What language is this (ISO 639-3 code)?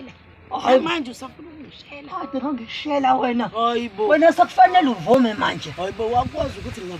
zul